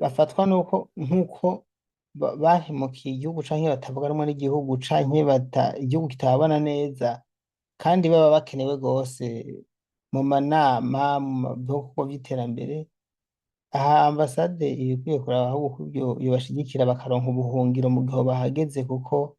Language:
Rundi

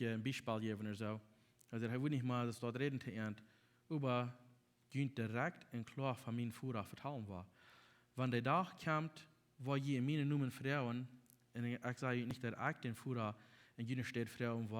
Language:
Plautdietsch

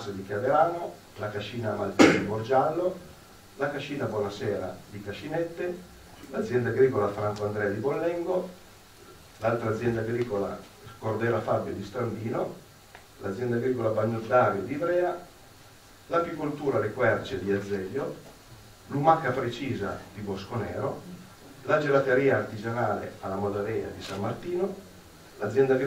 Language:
Italian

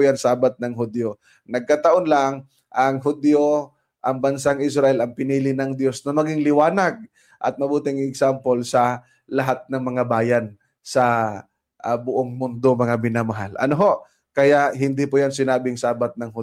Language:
Filipino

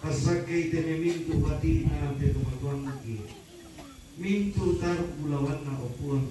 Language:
Toraja-Sa'dan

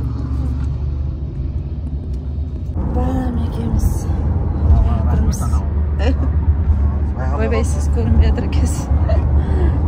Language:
Kazakh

